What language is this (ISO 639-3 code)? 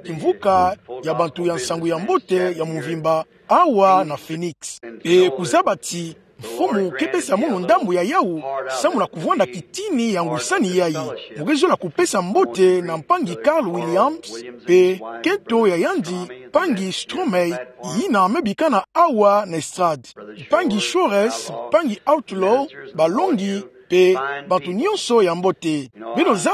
ktu